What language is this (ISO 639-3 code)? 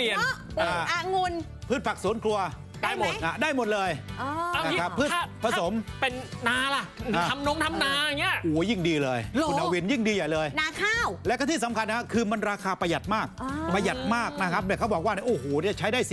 tha